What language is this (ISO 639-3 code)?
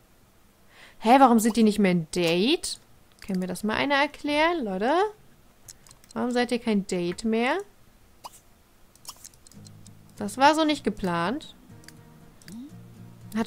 deu